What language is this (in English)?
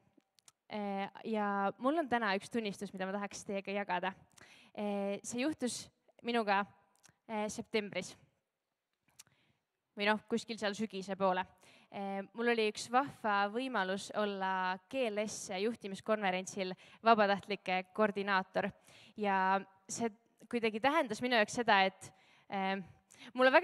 Estonian